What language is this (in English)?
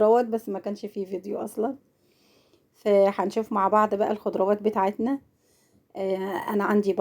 Egyptian Arabic